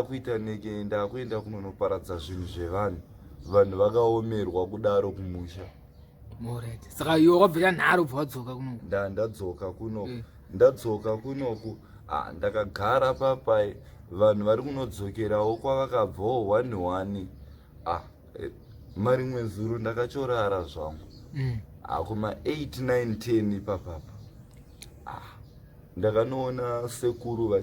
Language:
Shona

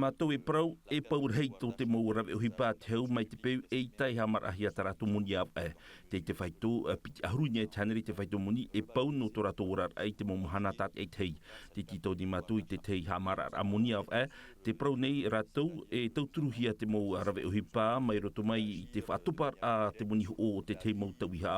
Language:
Tahitian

